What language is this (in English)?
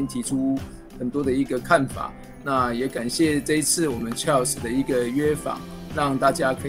Chinese